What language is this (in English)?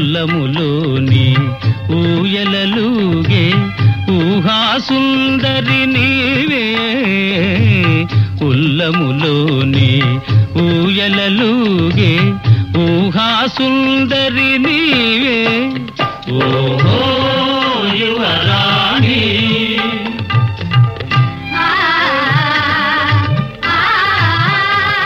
Telugu